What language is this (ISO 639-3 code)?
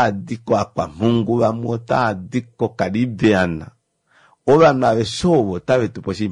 kua